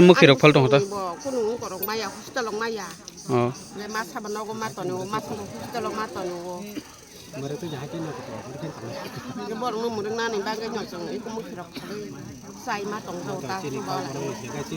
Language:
Kok Borok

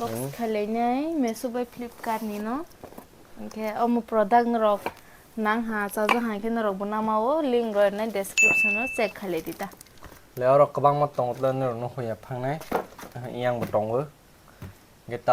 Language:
Kok Borok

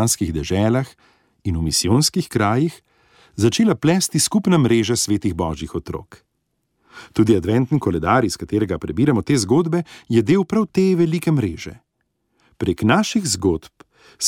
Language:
Slovenian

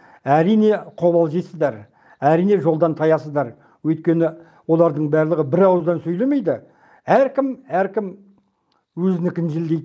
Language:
Kazakh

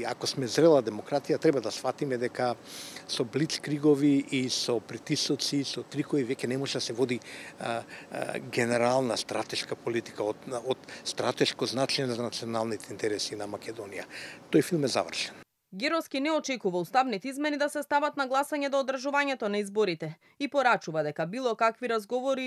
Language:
Macedonian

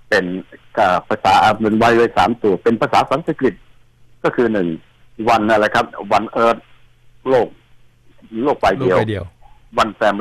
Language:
Thai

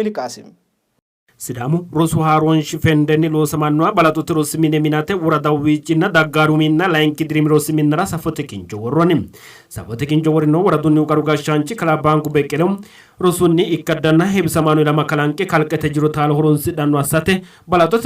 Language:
Sidamo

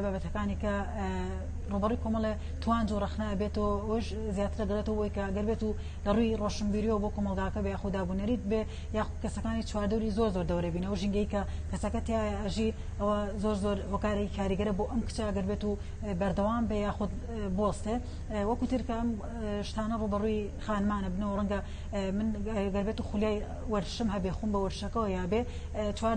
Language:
Central Kurdish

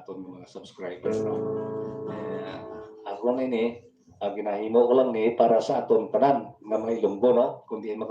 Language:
Hiligaynon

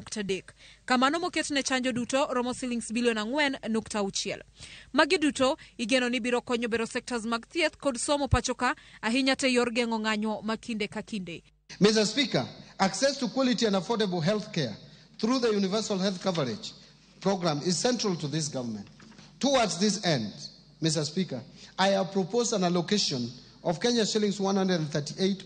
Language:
Luo (Kenya and Tanzania)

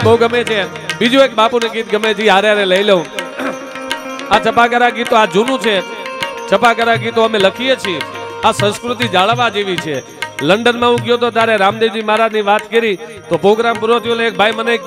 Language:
Gujarati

